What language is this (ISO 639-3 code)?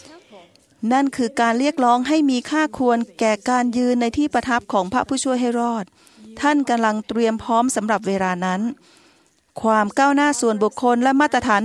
tha